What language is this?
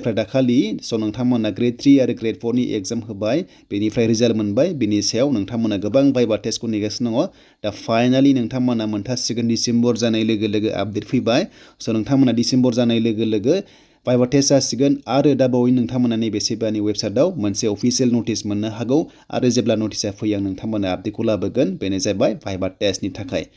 Bodo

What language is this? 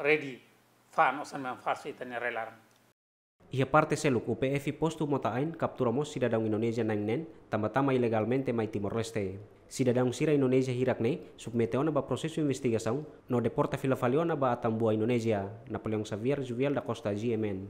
Tetum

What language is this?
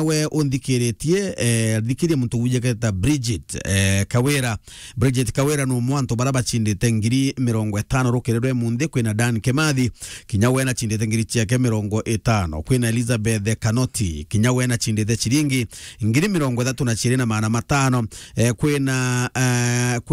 Meru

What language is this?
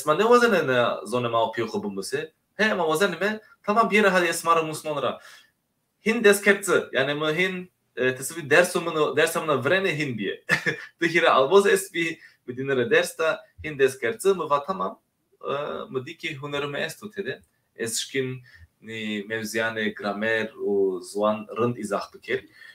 Zaza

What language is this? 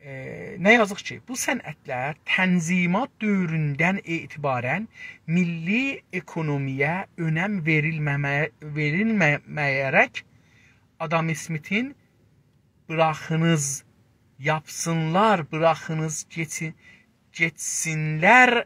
South Azerbaijani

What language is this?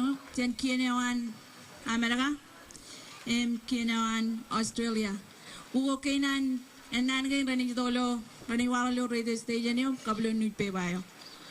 Marshallese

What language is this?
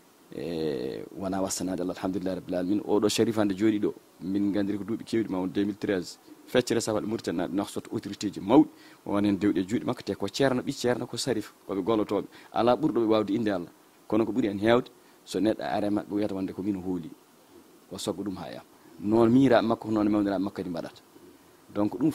Fula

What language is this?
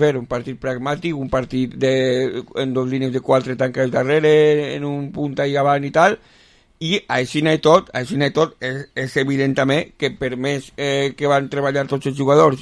Catalan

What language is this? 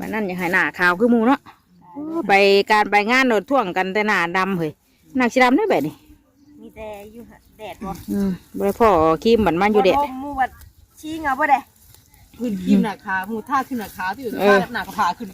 Northeastern Thai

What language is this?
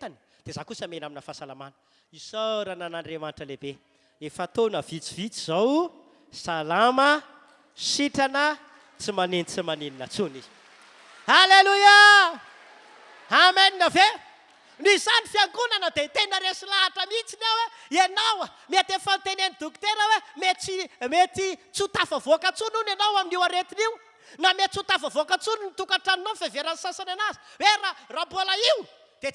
Malagasy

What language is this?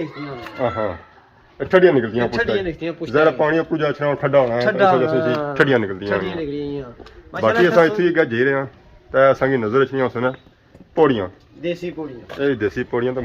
Pahari-Potwari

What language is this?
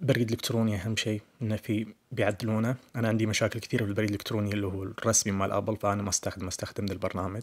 Najdi Arabic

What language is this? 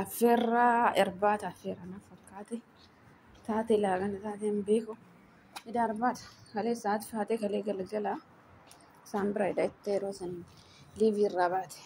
Oromo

